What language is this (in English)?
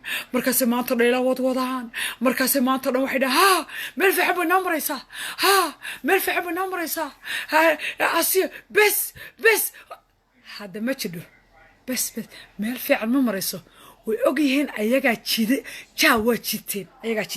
Somali